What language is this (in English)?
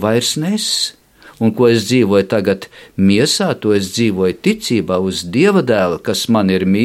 Latvian